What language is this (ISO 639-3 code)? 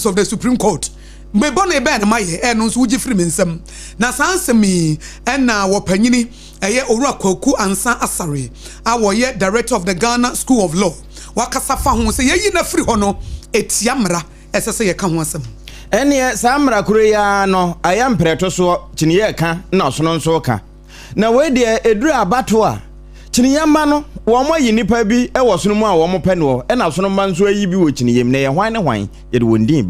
aka